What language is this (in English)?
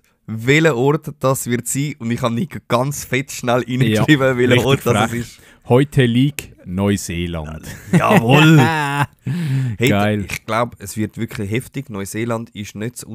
Swiss German